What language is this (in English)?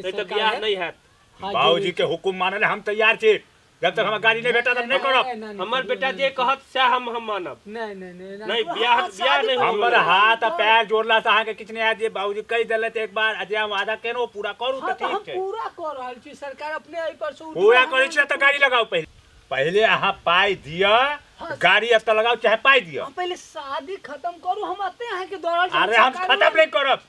Maithili